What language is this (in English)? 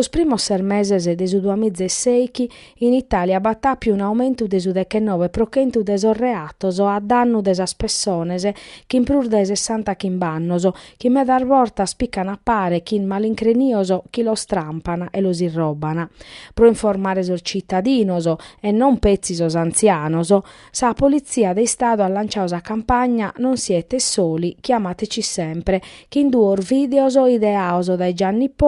Sardinian